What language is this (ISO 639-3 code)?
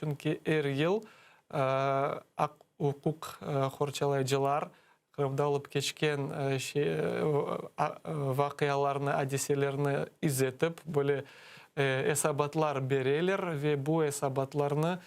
crh